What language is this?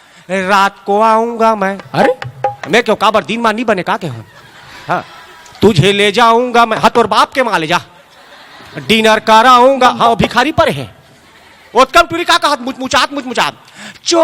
Chhattisgarhi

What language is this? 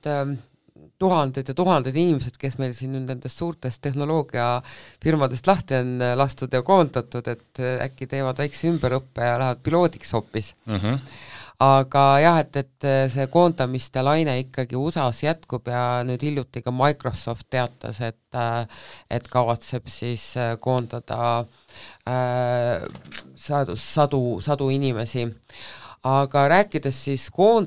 Estonian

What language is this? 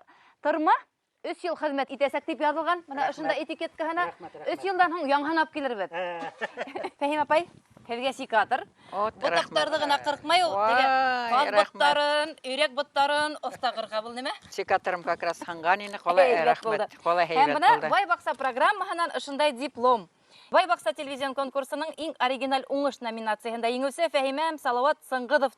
Bashkir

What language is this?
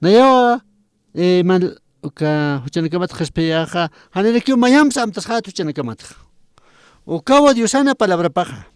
Aymara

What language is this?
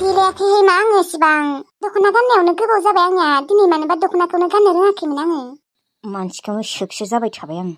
Bodo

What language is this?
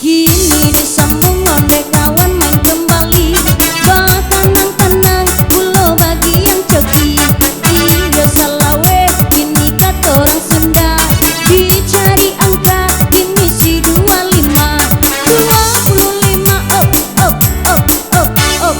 Minangkabau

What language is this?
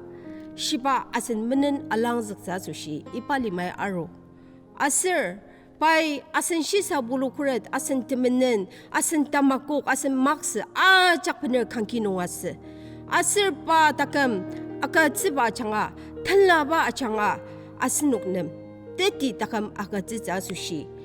Ao Naga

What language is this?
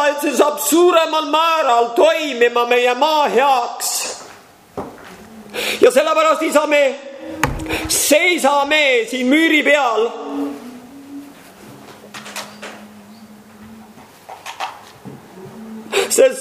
Estonian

